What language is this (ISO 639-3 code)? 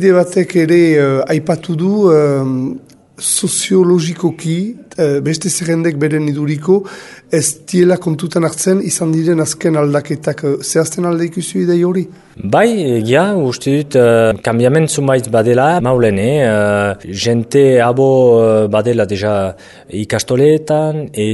eus